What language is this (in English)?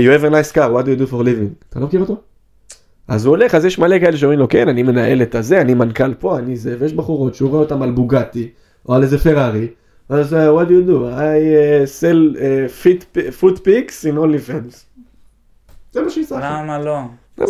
Hebrew